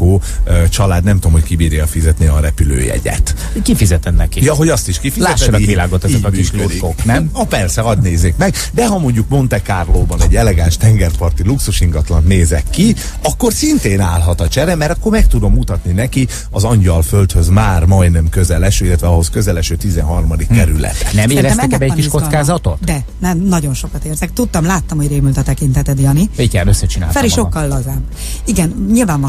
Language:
Hungarian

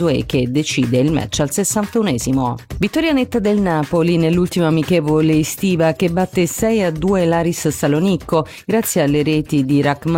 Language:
Italian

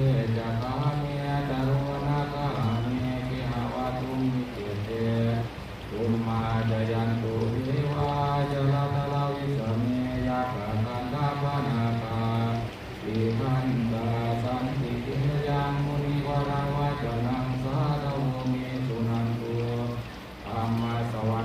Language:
Pali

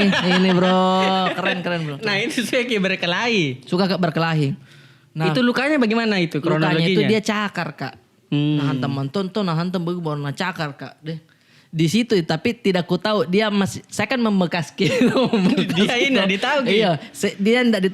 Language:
Makassar Malay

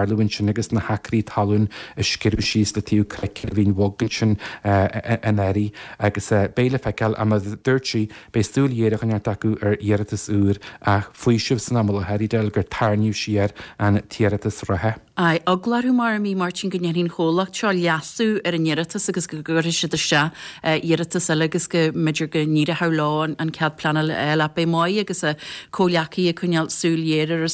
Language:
Irish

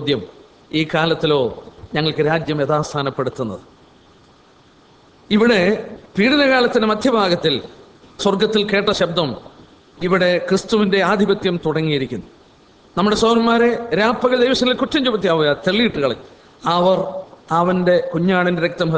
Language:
Malayalam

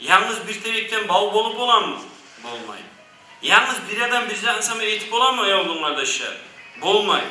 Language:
Kumyk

